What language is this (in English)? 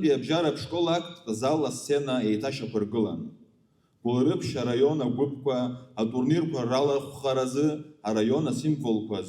Abkhazian